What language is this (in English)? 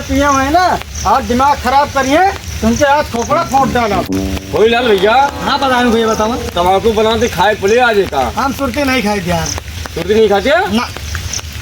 Awadhi